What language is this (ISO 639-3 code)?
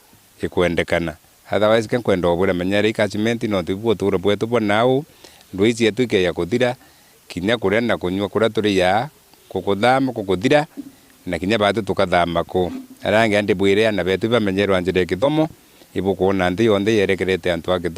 mer